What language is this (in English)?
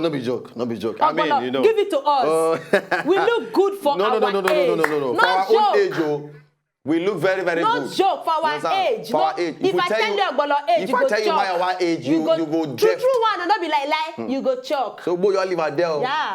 Nigerian Pidgin